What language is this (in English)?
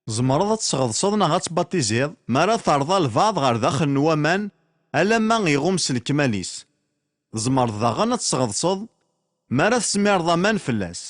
Kabyle